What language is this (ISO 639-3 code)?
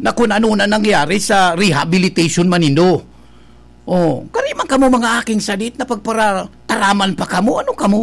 bik